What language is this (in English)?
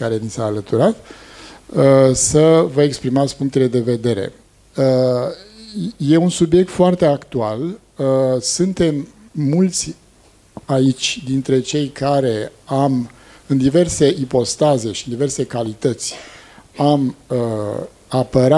Romanian